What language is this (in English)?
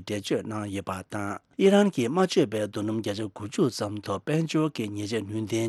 Tibetan